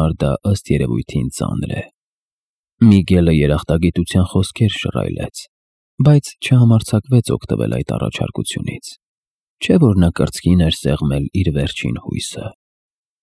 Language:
Armenian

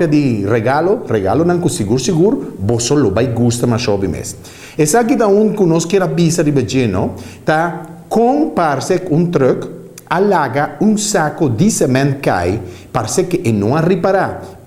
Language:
Papiamento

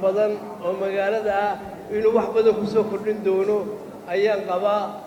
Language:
Somali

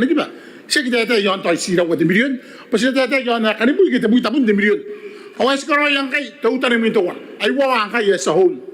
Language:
Gilbertese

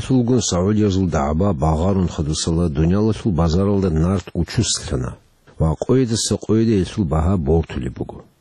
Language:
Avaric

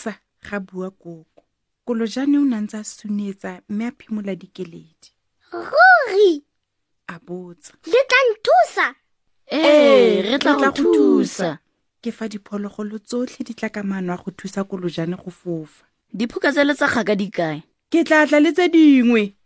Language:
Tswana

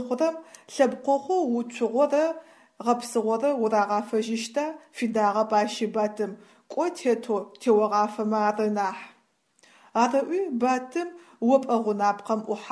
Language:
Adyghe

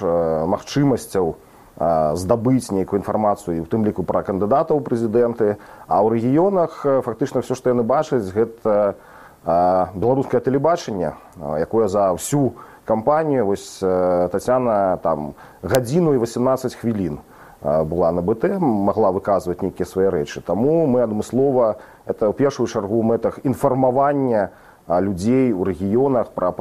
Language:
Belarusian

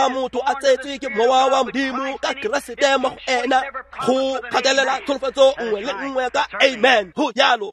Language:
Tswana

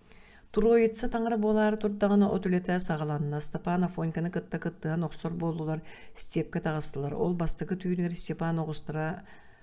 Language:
Yakut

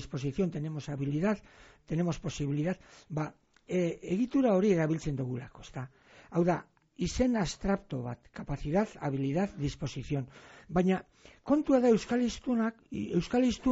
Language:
Basque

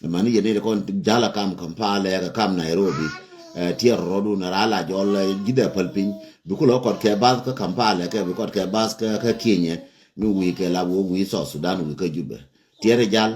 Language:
Nuer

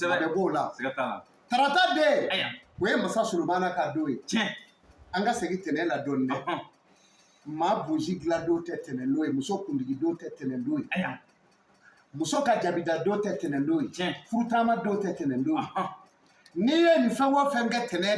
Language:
Bambara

